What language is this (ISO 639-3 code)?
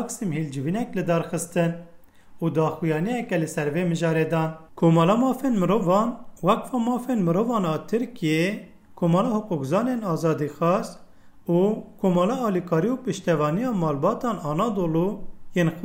kur